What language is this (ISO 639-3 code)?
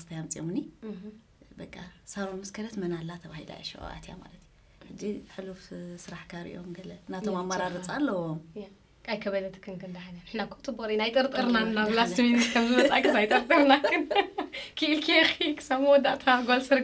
tir